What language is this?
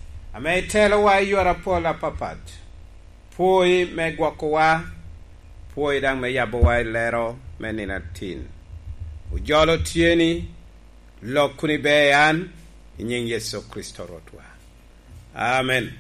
Lango (Uganda)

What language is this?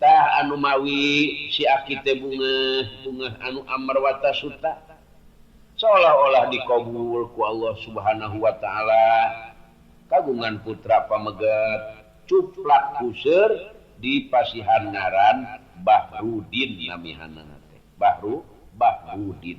Sundanese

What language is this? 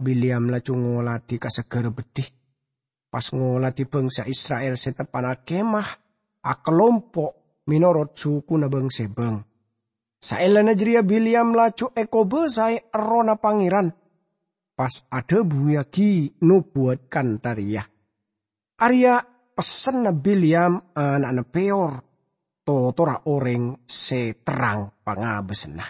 Madurese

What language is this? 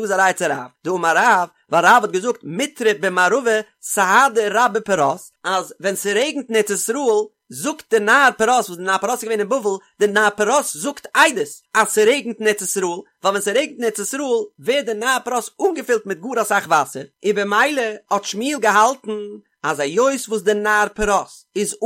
Yiddish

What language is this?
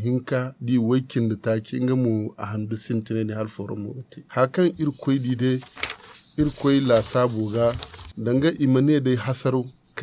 Zarma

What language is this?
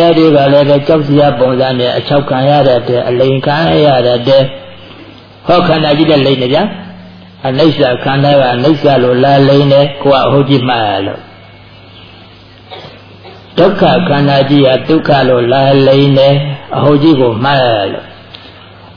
Burmese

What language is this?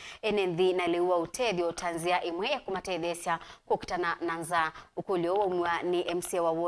Kamba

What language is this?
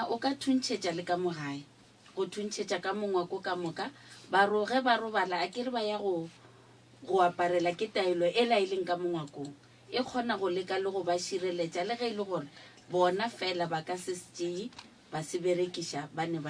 Northern Sotho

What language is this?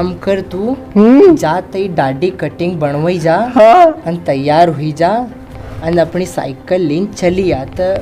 Rajasthani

